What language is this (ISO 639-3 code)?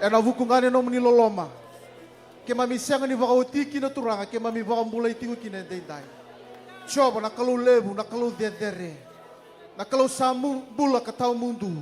fij